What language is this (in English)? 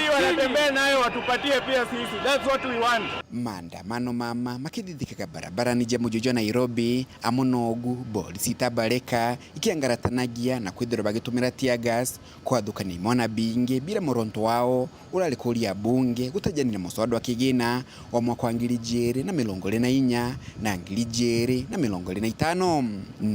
Meru